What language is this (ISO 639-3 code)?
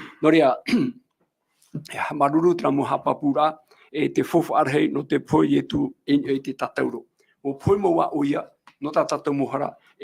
tah